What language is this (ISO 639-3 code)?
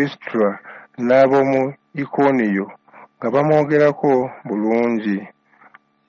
lug